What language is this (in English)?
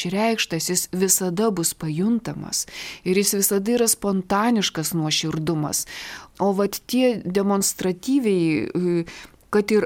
Lithuanian